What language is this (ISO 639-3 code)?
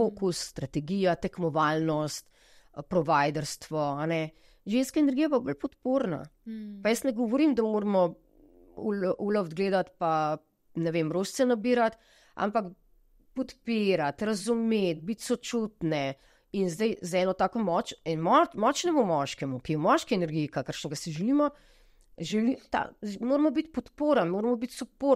slv